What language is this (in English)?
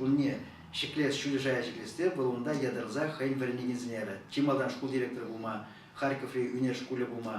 Chuvash